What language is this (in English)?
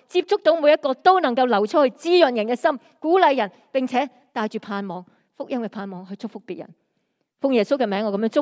Cantonese